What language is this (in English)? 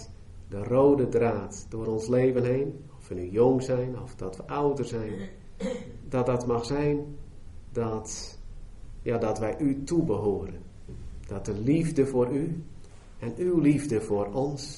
Dutch